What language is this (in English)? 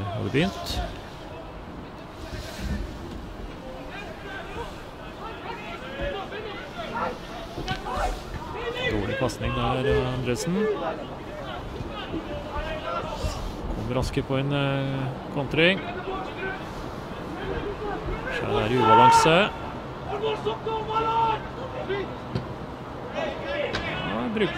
Norwegian